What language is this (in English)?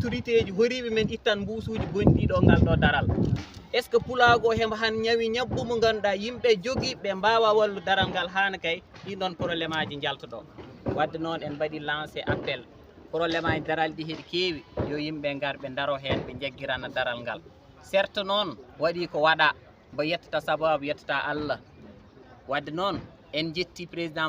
Fula